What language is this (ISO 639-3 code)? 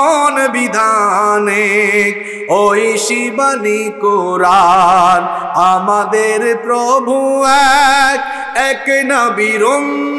ben